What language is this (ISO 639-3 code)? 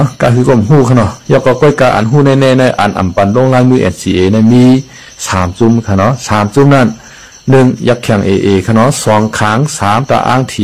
shn